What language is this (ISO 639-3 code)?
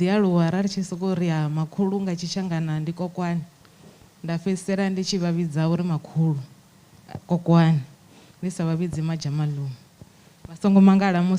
ven